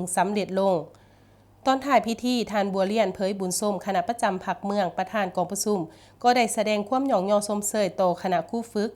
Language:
Lao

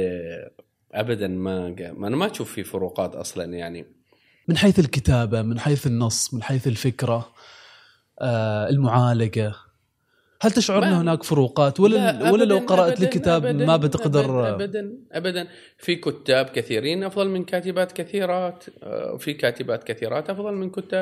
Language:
Gulf Arabic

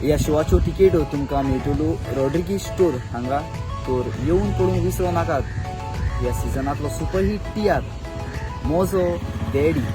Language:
Konkani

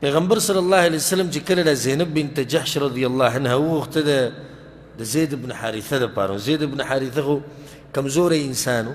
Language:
Pashto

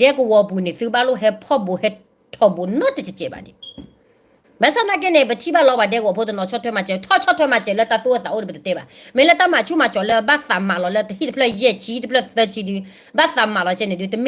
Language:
S'gaw Karen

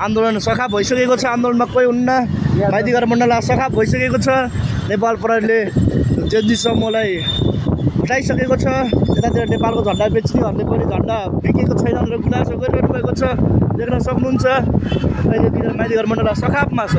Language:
Nepali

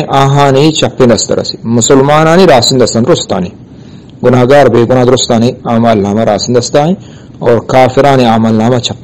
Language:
Eastern Balochi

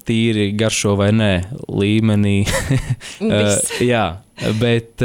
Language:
Latvian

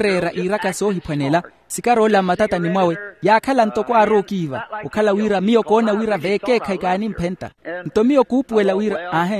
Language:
Makhuwa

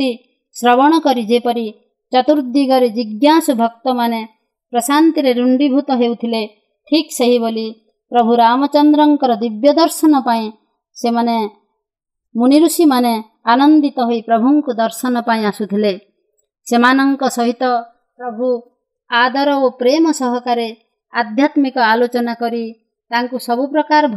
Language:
Odia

